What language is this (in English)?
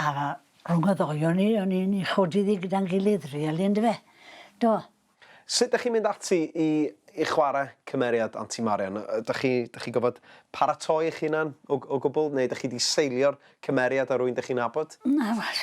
Welsh